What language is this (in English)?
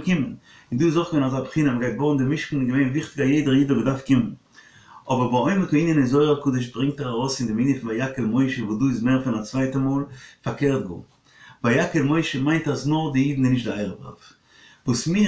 Yiddish